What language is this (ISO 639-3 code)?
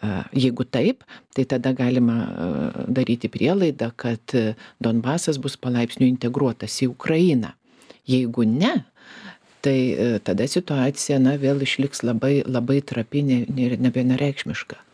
lit